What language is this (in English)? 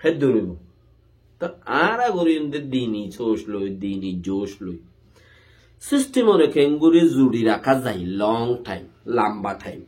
Rohingya